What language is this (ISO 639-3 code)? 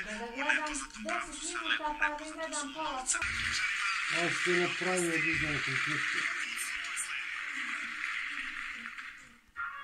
srp